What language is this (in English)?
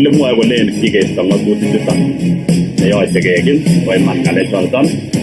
Kalenjin